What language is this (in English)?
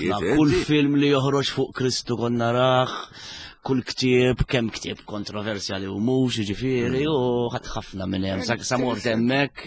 Maltese